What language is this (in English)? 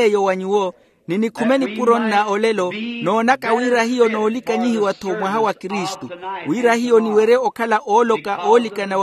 Makhuwa